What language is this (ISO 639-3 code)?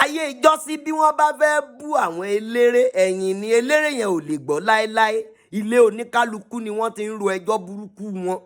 yor